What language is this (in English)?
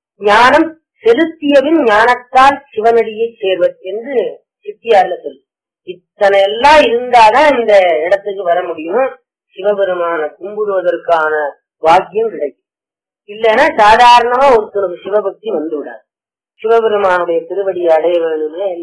Tamil